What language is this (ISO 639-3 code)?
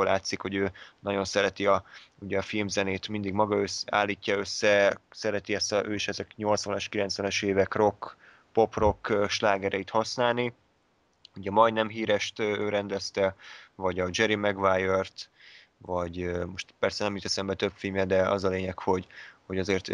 hun